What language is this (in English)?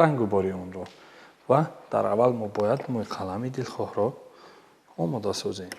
Tajik